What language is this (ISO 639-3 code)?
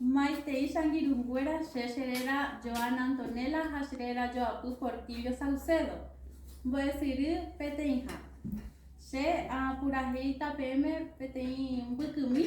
grn